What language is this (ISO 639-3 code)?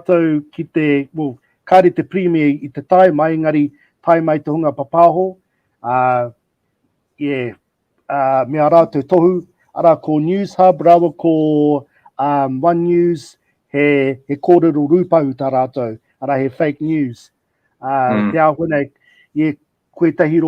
mri